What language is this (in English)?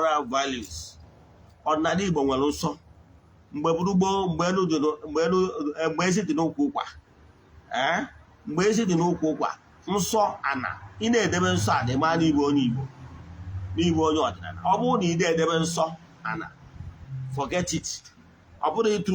Igbo